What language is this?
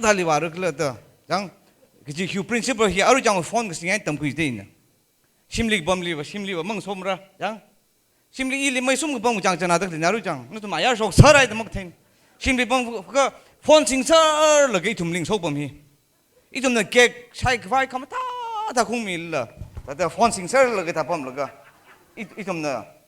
Tangkhul Naga (India)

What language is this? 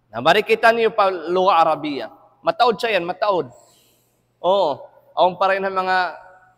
Tausug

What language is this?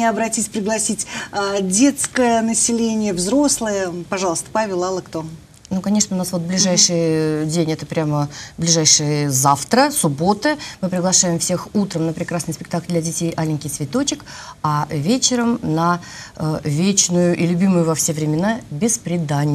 Russian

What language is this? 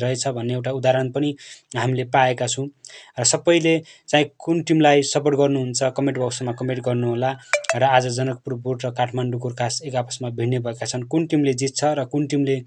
Nepali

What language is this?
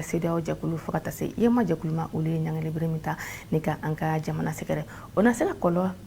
Bambara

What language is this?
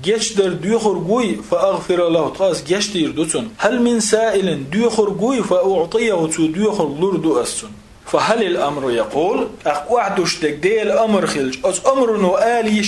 Chechen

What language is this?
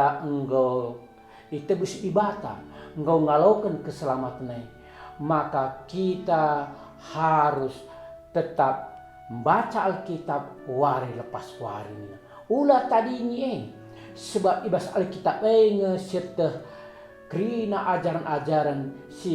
Batak Karo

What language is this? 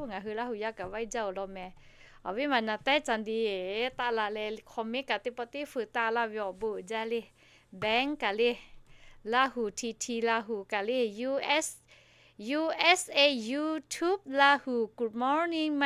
Lahu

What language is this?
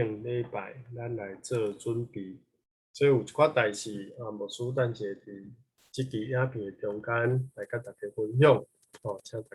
Min Nan Chinese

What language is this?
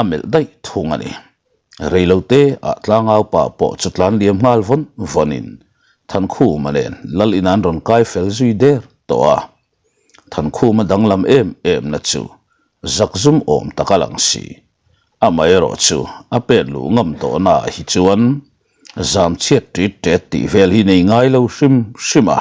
Mizo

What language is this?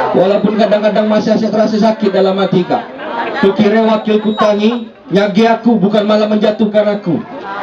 Musi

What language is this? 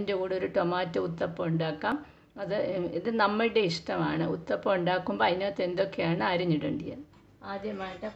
Malayalam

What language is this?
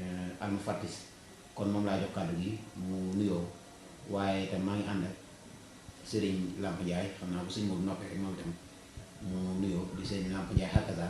Wolof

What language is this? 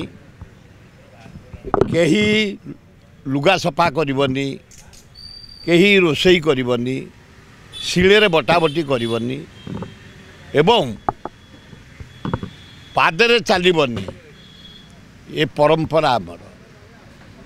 Odia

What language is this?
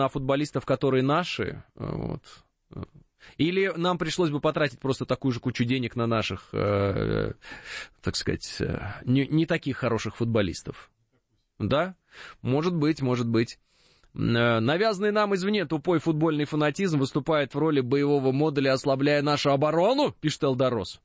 Russian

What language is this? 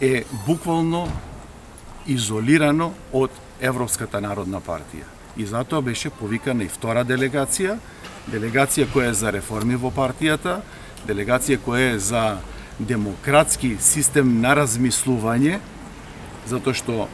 Macedonian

